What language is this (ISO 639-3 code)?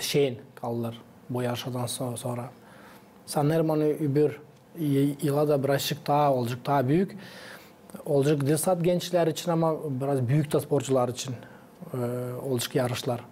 gag